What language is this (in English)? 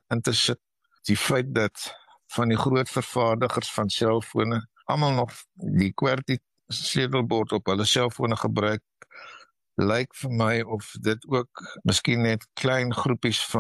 Afrikaans